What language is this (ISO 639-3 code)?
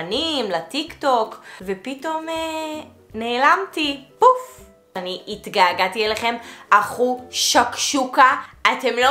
heb